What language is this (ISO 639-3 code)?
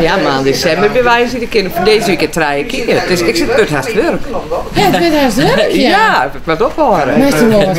fry